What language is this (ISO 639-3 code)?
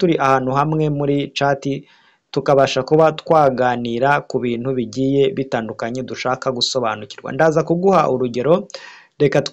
kin